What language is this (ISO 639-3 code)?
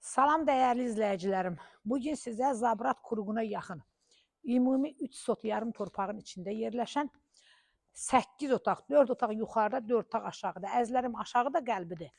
aze